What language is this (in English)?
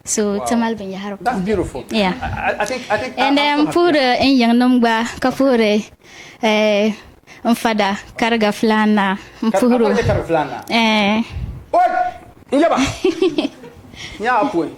Dagbani